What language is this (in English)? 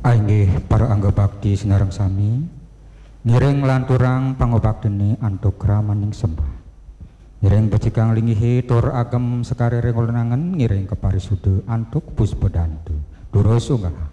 Balinese